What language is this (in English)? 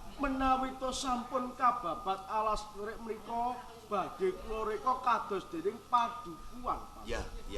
Javanese